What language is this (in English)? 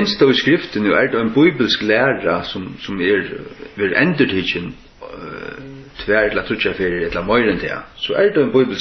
Faroese